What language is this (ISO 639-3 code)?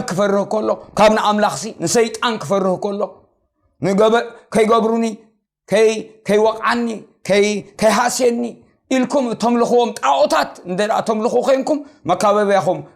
tir